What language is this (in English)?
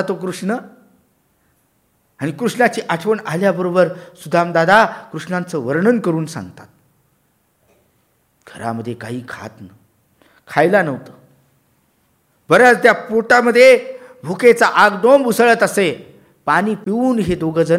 Marathi